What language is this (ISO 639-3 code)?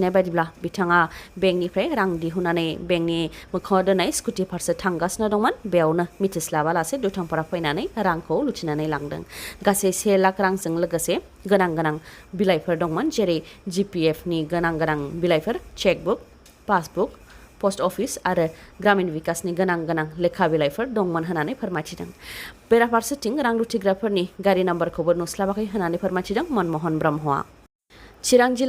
brx